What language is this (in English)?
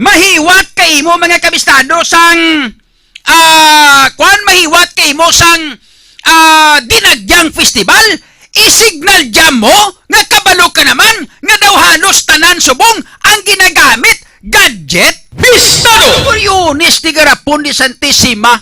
Hiligaynon